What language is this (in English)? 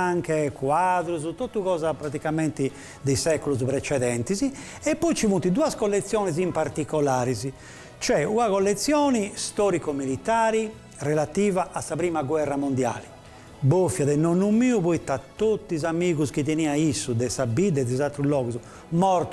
Sardinian